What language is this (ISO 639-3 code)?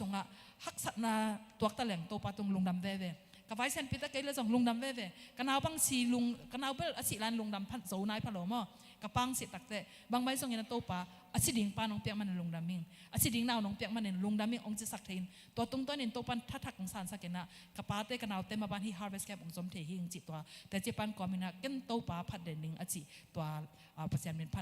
ctd